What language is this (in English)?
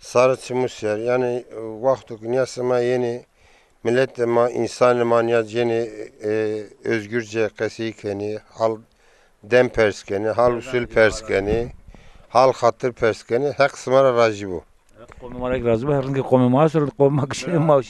Zaza